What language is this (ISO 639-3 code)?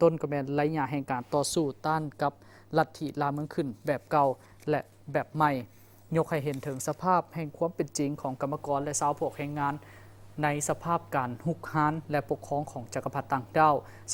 lao